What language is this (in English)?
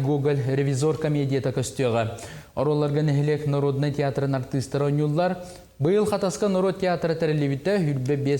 Yakut